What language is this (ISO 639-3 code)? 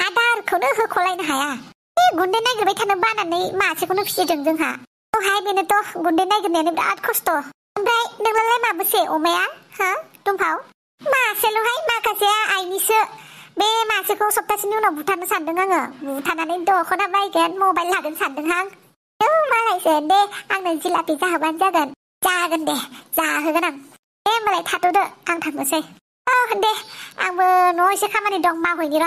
brx